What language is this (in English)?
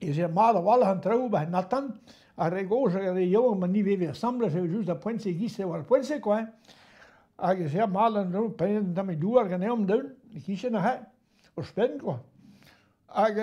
Breton